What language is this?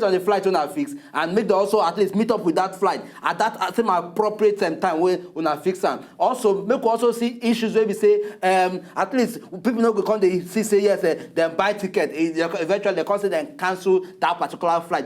Nigerian Pidgin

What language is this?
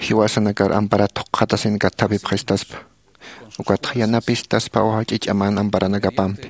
Aymara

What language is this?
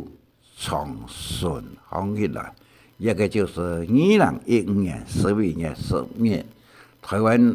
Hakka Chinese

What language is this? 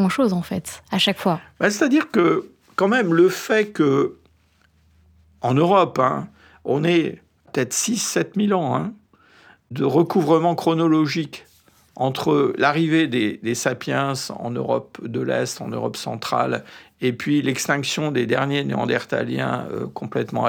French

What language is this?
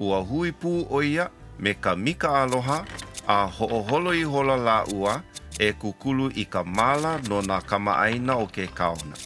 Hawaiian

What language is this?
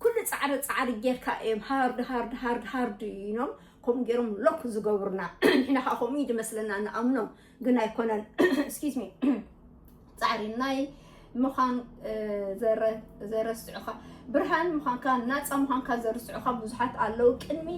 Tigrinya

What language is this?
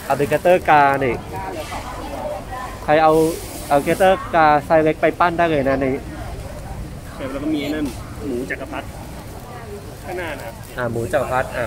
Thai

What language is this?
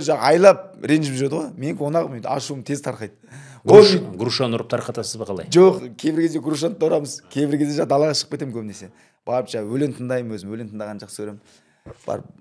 Kazakh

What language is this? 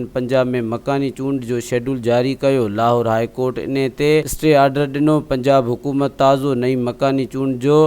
Sindhi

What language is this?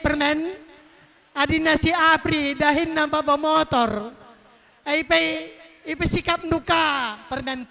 Batak Karo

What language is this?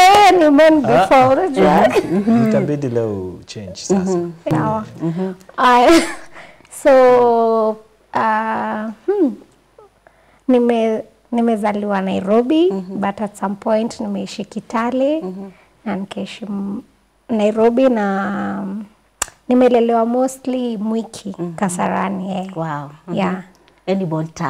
Swahili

